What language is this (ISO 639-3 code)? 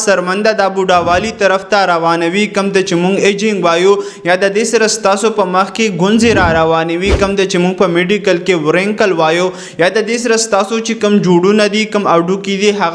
pus